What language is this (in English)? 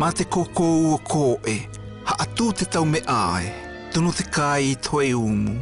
South Marquesan